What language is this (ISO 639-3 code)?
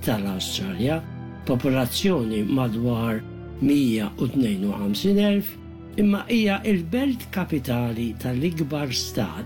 mlt